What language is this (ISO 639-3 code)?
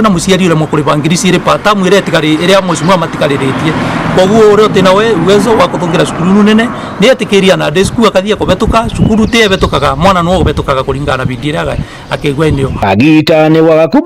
mer